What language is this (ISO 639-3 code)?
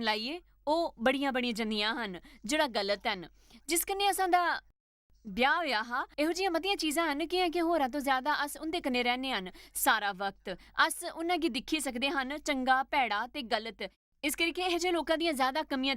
doi